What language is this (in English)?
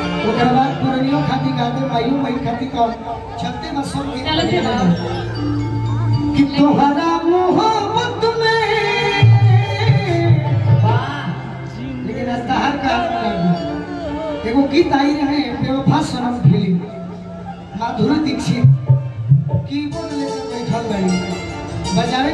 Bhojpuri